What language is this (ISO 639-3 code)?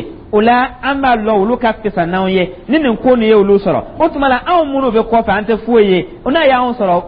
dyu